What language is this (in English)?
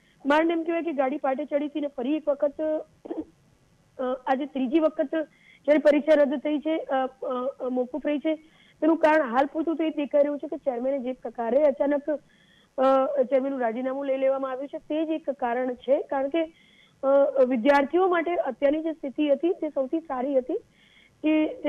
Gujarati